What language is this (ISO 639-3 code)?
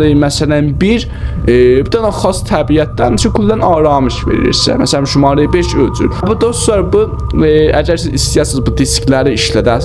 azb